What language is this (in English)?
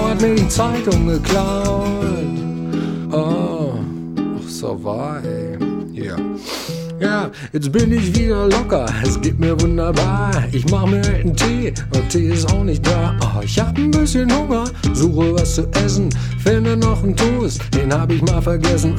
German